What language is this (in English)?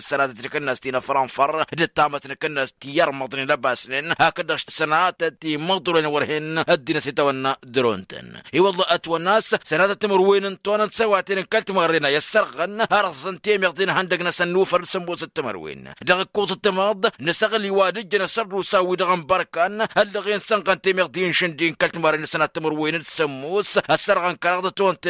Tamasheq